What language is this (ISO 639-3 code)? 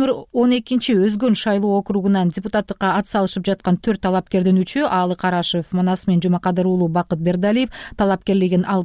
kir